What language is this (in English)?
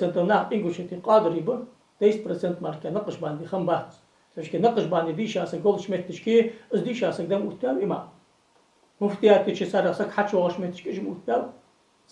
Ingush